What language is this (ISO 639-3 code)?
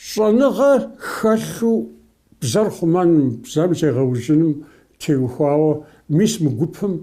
kbd